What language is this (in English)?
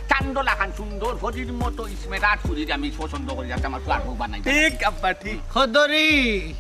Sylheti